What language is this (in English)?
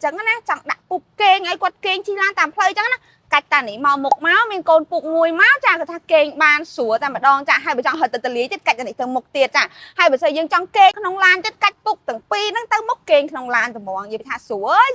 Khmer